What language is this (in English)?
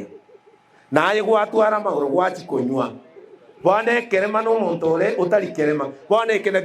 Gusii